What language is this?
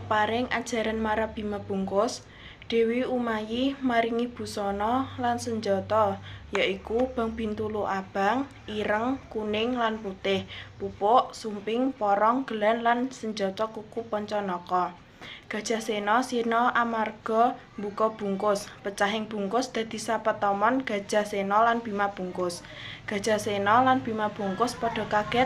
Javanese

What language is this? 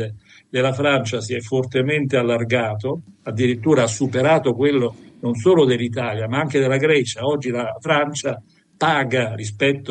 Italian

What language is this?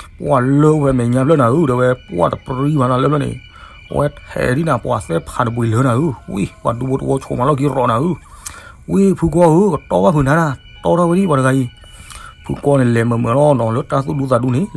S'gaw Karen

